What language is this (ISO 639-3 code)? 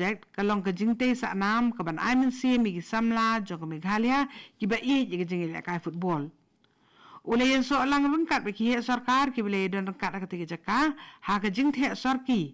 kha